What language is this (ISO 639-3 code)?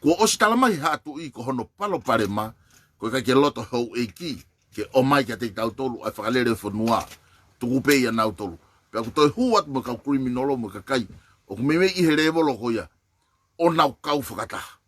ton